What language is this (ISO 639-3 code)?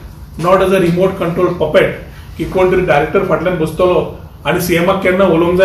kok